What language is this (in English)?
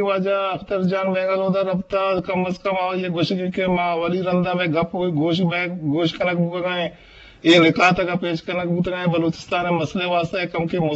Eastern Balochi